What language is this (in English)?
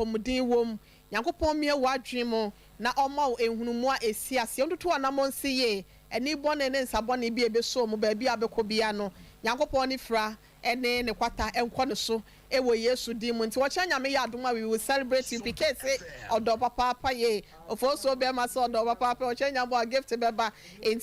Akan